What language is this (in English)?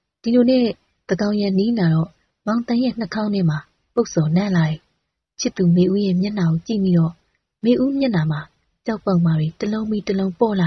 Burmese